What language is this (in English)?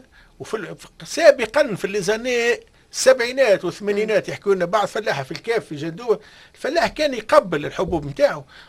Tunisian Arabic